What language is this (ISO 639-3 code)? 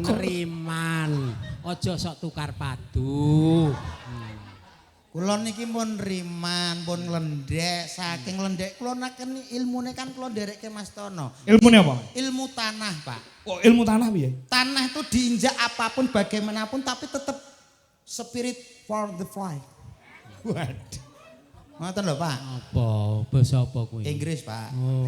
jav